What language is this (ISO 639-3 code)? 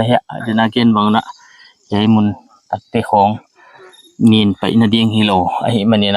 pck